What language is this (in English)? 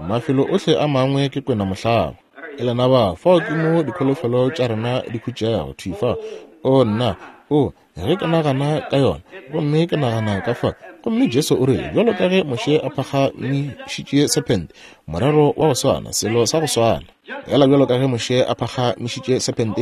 Northern Sotho